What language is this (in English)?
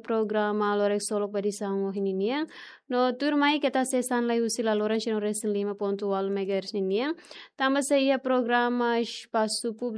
Tetum